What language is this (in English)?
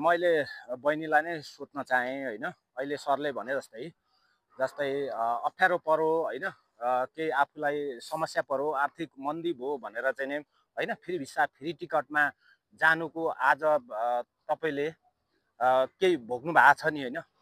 Nepali